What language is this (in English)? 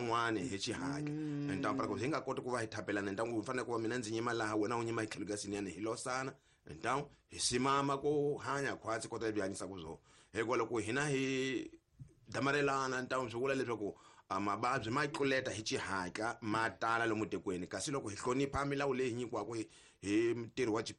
Tsonga